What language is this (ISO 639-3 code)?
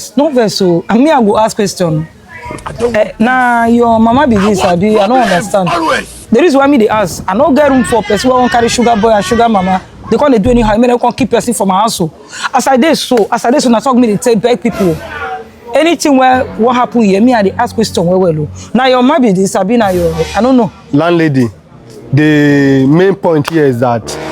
pcm